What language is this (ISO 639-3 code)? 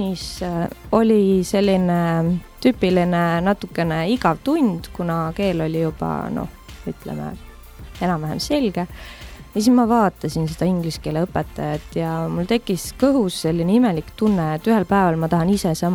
est